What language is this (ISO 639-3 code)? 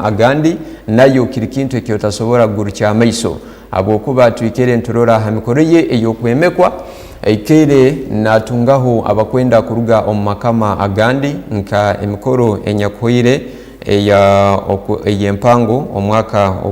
ttj